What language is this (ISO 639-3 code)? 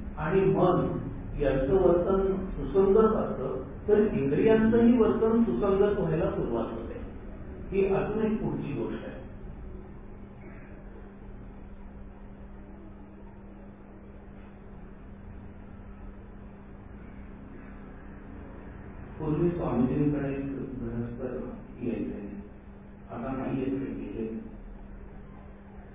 mar